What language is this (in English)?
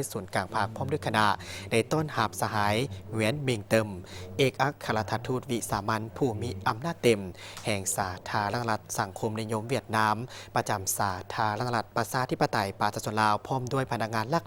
Lao